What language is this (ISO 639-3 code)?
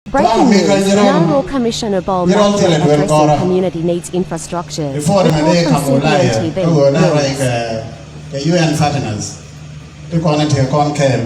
nus